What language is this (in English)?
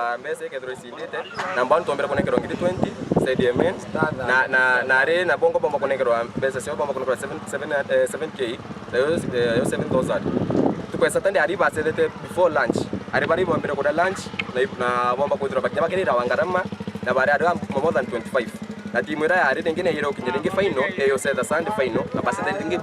Meru